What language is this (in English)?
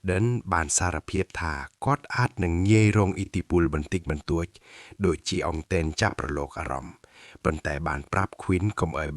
Khmer